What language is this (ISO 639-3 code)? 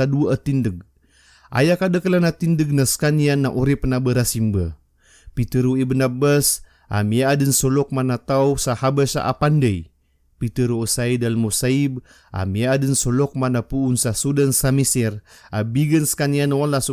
mrw